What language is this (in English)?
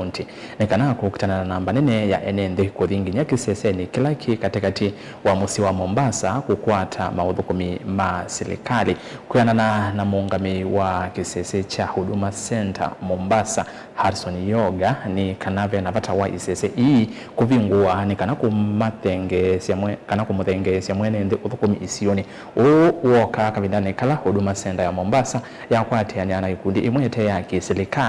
Kamba